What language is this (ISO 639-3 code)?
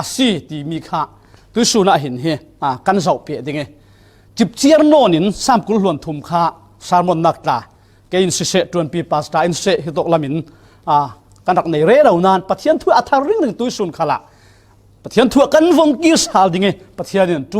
cfm